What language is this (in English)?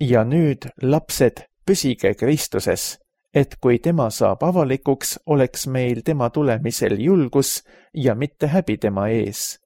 Estonian